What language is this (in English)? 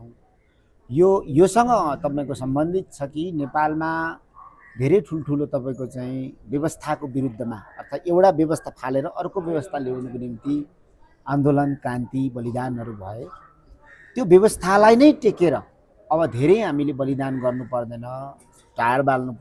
Nepali